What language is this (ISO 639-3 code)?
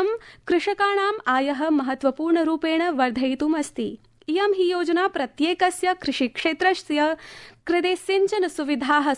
san